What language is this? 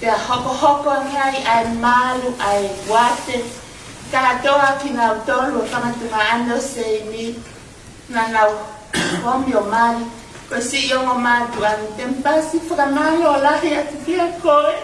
Tongan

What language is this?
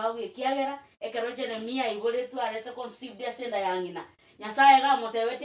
Gusii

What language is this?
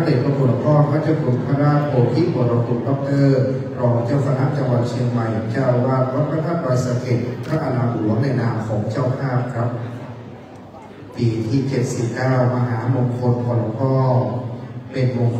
Thai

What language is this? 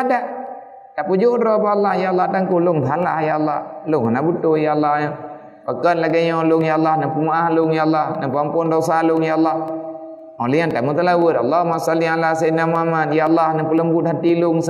Achinese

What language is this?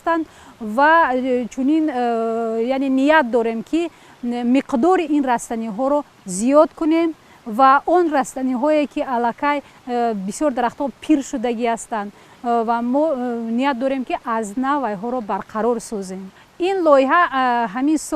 Tajik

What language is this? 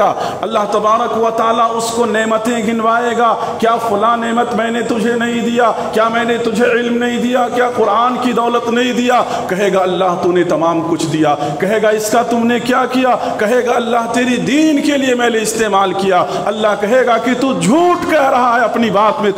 Urdu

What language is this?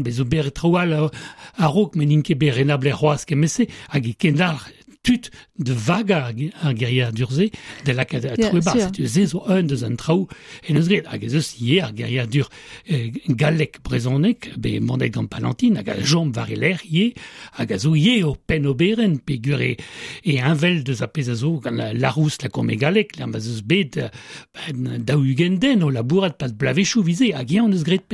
Breton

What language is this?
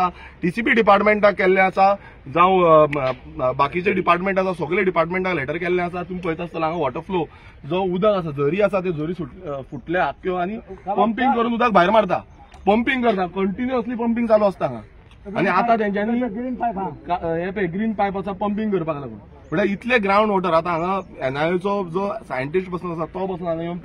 Konkani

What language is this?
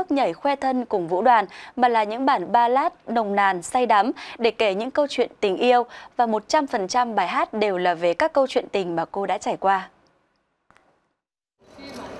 Vietnamese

